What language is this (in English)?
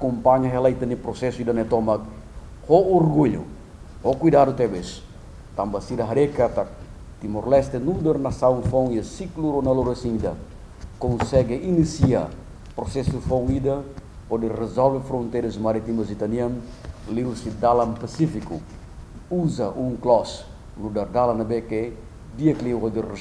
Tetum